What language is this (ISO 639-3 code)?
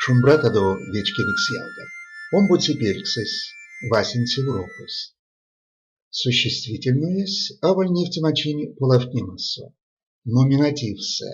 myv